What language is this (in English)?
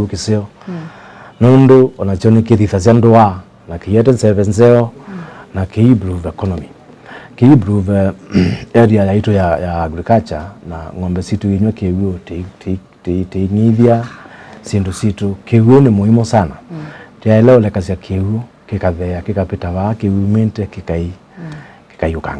Kamba